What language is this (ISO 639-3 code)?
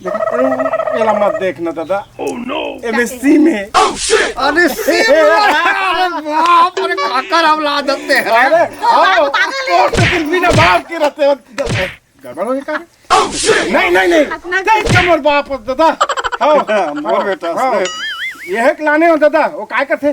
hne